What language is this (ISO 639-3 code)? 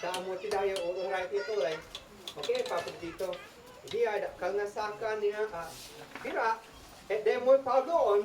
isd